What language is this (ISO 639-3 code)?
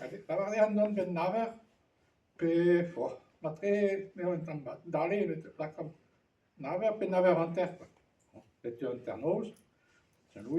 bre